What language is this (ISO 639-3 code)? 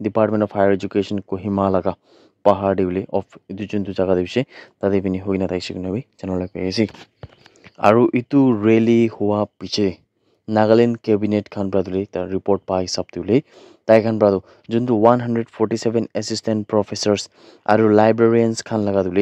nag